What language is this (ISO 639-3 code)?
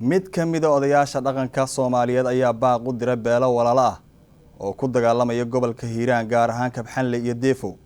som